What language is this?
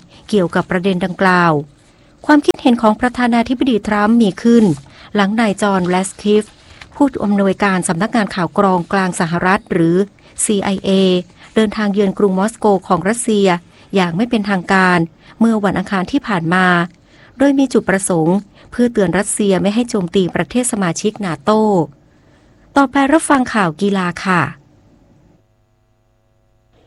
Thai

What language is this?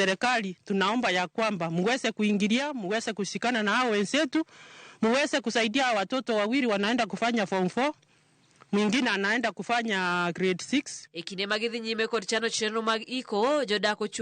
Luo (Kenya and Tanzania)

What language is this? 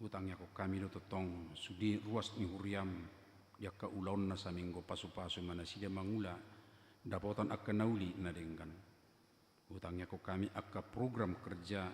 Batak Toba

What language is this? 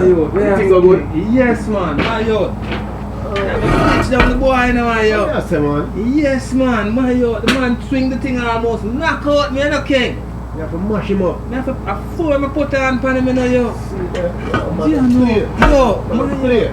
Jamaican Creole English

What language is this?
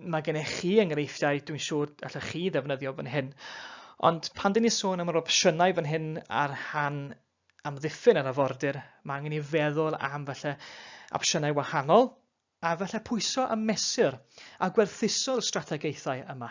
Welsh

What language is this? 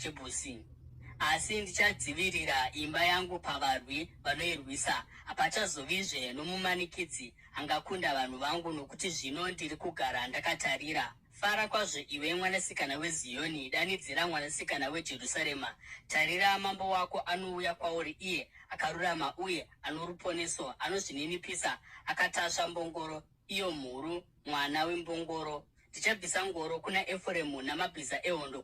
Shona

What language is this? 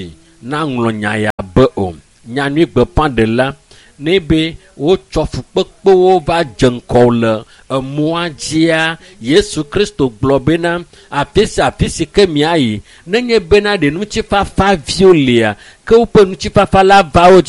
Ewe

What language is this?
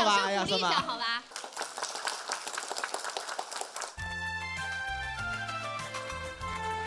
Wu Chinese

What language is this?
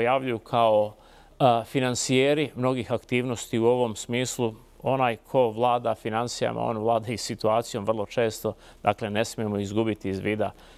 Bosnian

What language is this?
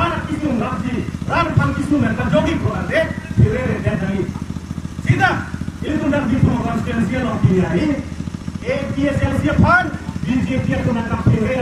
Karbi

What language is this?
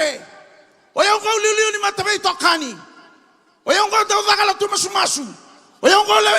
Fijian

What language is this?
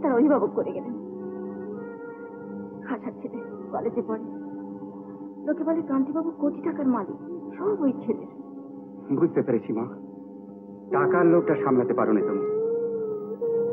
Bangla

